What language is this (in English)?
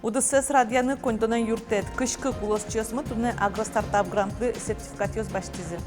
Udmurt